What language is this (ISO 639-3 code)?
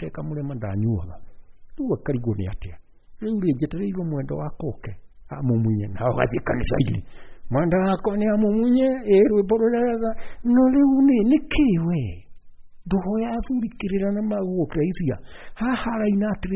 kik